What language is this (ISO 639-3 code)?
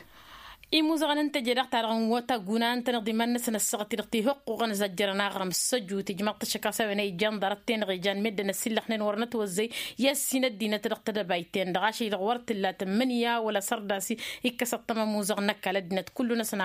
taq